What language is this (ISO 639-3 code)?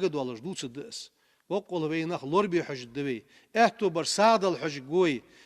inh